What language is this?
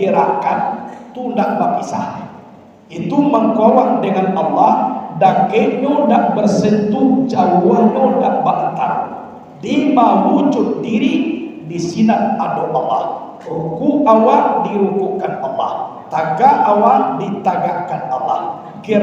Minangkabau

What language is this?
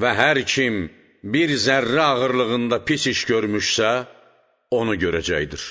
Azerbaijani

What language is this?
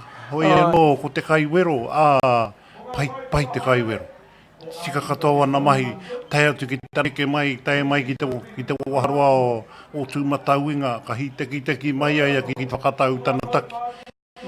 Māori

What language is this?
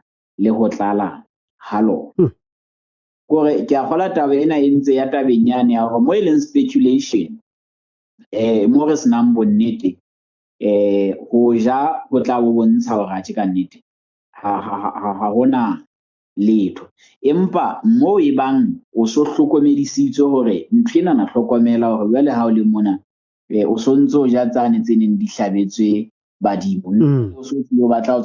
Southern Sotho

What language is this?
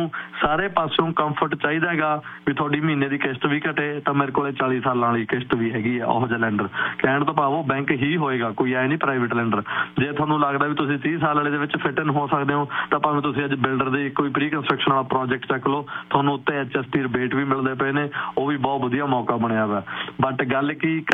Punjabi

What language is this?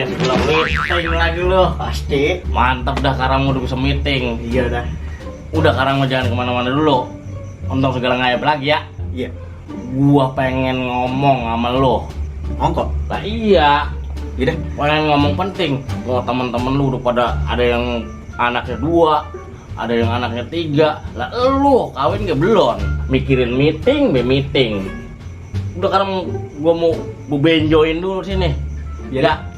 Betawi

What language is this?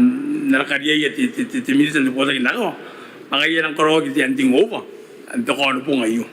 Gilbertese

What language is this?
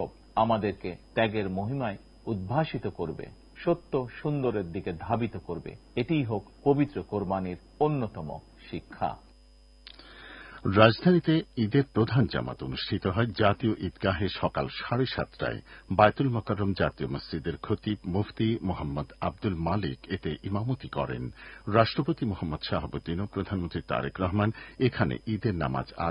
Bangla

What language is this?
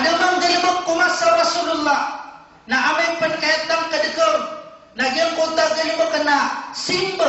Maranao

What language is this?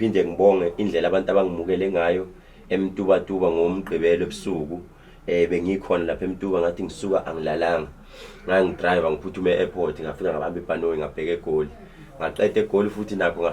Zulu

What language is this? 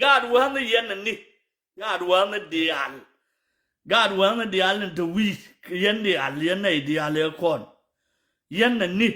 Nuer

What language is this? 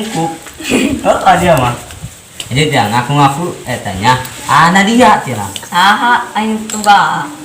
Sundanese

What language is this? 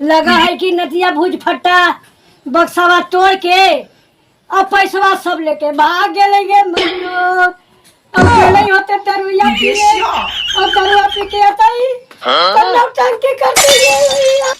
Magahi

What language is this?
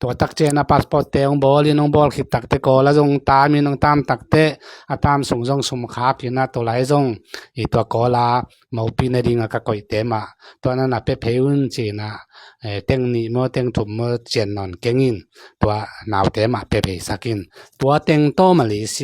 Tedim Chin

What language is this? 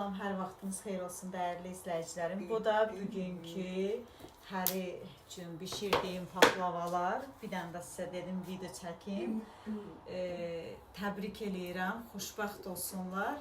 Azerbaijani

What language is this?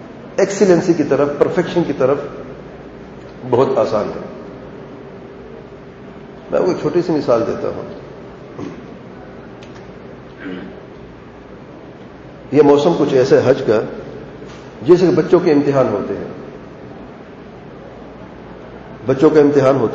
Urdu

